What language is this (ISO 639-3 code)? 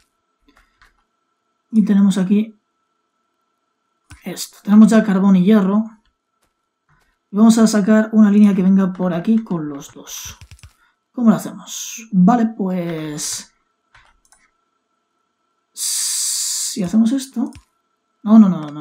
spa